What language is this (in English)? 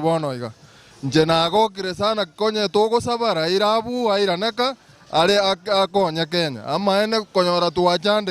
Gusii